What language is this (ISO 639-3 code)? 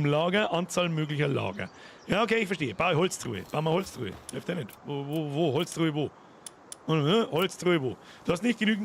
bar